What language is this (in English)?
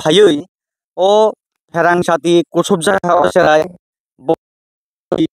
Kok Borok